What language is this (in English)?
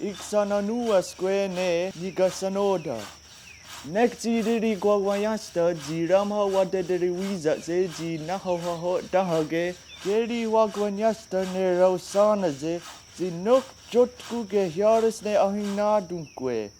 Mohawk